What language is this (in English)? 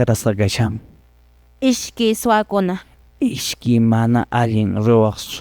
Quechua